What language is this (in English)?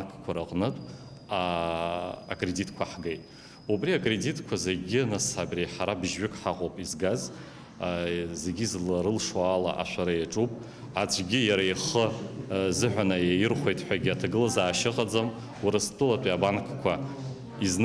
Abkhazian